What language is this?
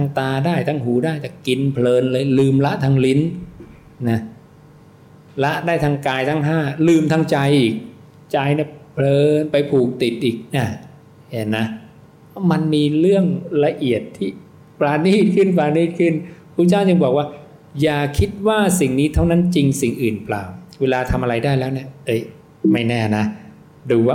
Thai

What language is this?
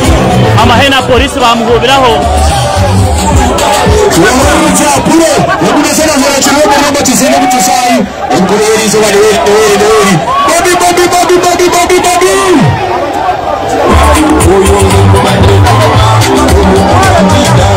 Kinyarwanda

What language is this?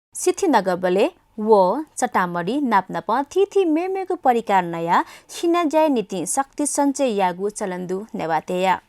Newari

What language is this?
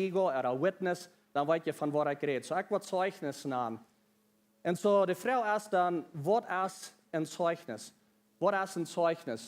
Plautdietsch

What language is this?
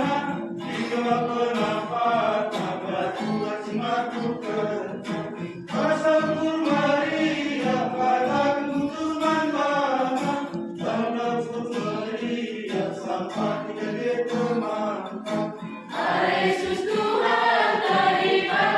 Batak Karo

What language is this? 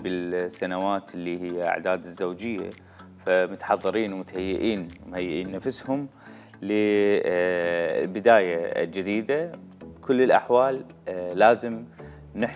Mesopotamian Arabic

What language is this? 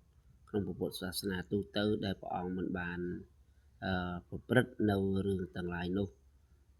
Khmer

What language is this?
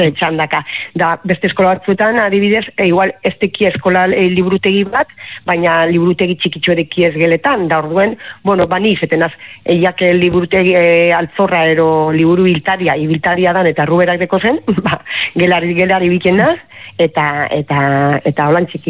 Basque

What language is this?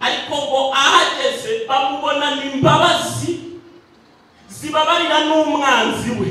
Kinyarwanda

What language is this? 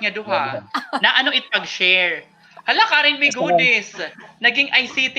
Waray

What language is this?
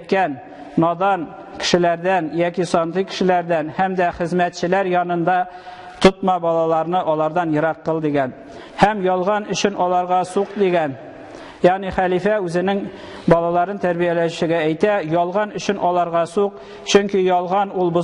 Tatar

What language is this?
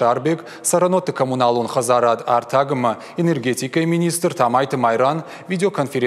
Ossetic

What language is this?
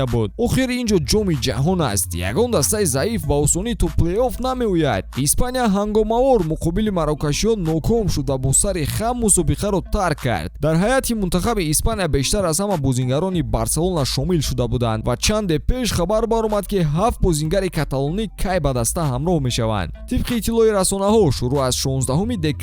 Tajik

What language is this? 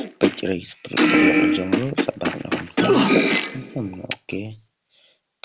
Khasi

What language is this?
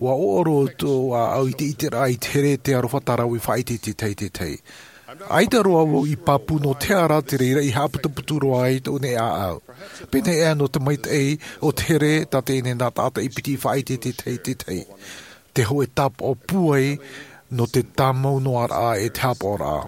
Tahitian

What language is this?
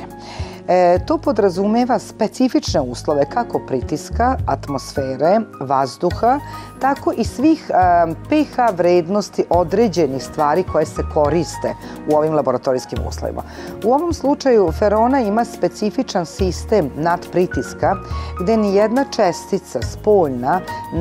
Serbian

